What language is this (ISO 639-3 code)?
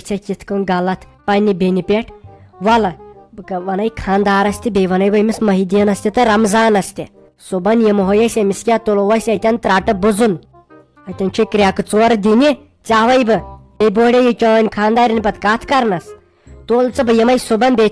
kas